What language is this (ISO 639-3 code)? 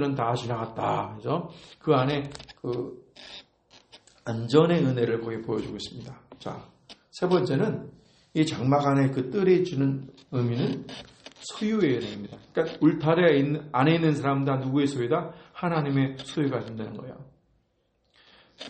kor